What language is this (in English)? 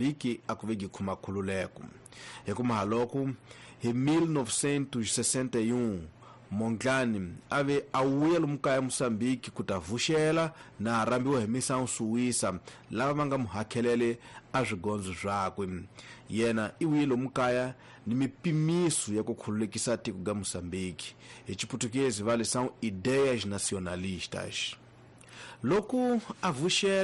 Tsonga